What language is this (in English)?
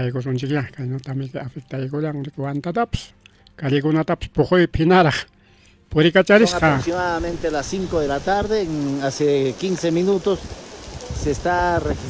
Ayacucho Quechua